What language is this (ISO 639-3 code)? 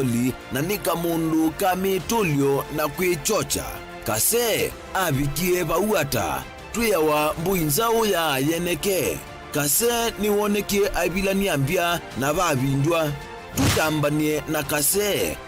kam